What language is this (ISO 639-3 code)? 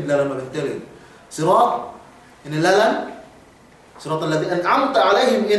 yka